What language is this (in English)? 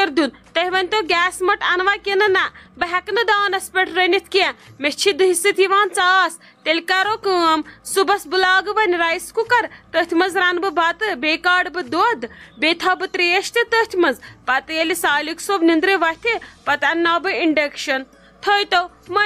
Kashmiri